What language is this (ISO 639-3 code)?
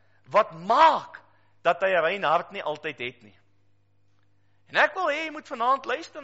afr